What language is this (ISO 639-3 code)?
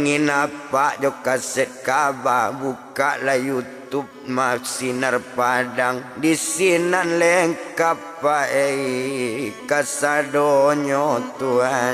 min